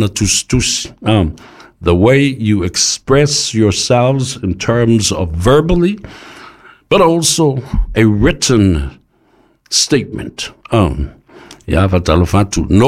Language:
Samoan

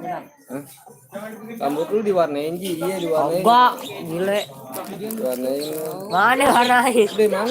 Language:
Betawi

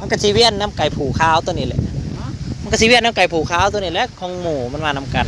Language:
Northeastern Thai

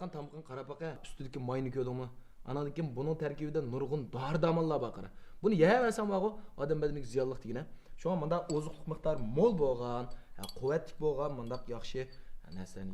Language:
Uyghur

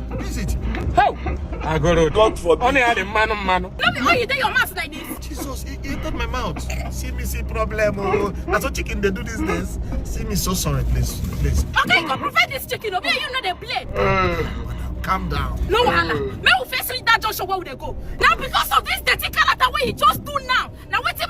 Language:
Nigerian Pidgin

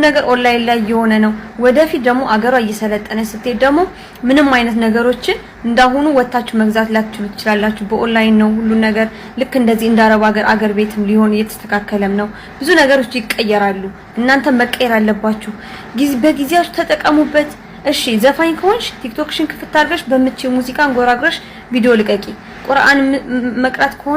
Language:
Amharic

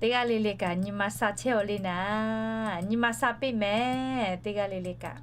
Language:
Lahu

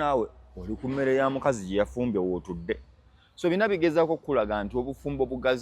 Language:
Ganda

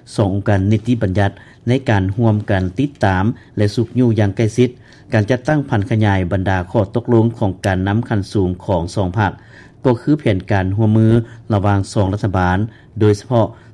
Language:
Lao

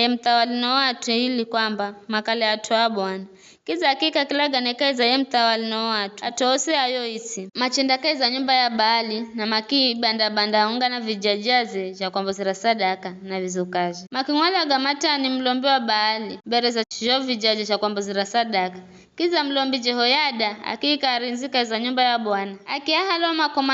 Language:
Giryama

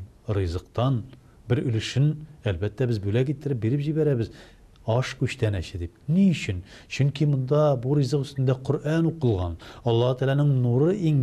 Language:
Tatar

